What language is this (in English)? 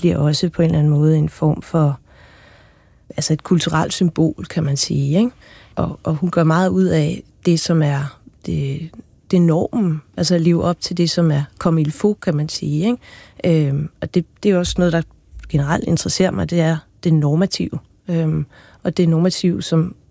Danish